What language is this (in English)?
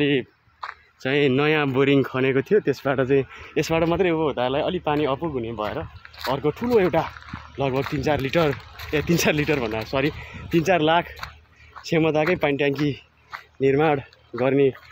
Nepali